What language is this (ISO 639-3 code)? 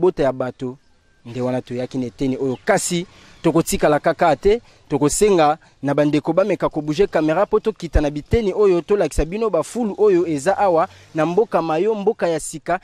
lin